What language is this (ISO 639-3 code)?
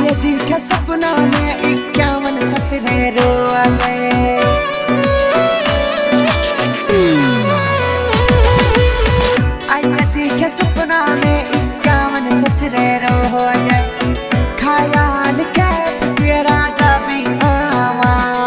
bho